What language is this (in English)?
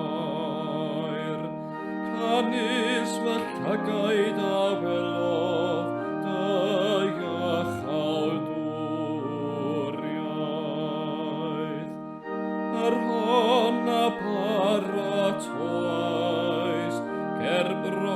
Welsh